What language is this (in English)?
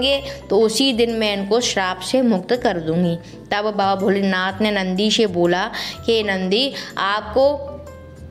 Hindi